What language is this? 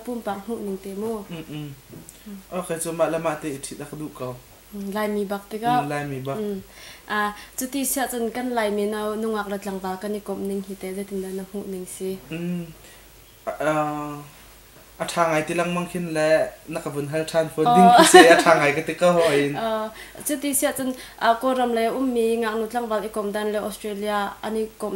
Hakha Chin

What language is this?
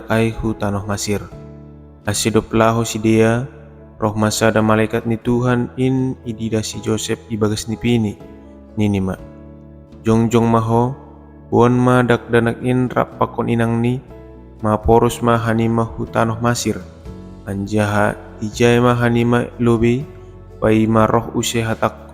Batak Simalungun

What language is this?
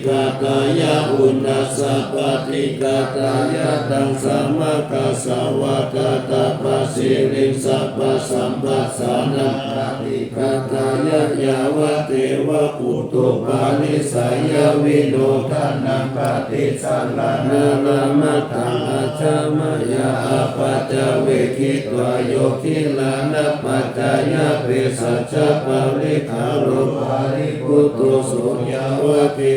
Pali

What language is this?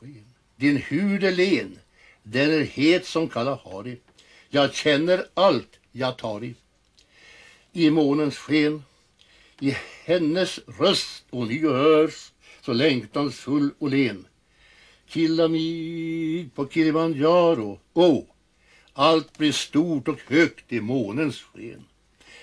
Swedish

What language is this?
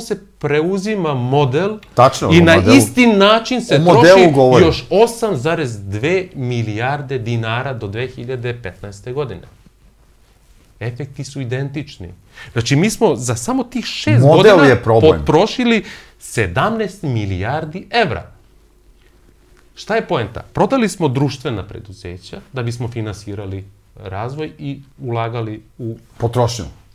Serbian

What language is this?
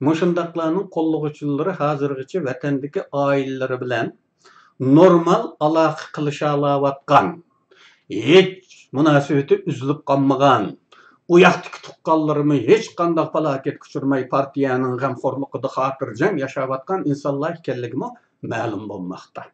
Uyghur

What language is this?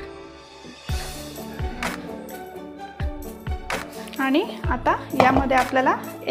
Marathi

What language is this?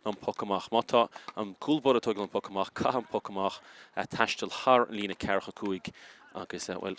Irish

